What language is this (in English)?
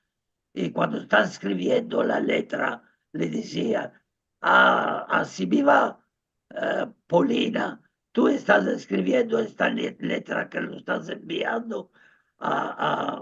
Ladino